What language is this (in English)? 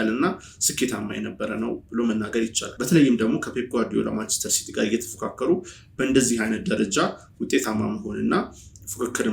Amharic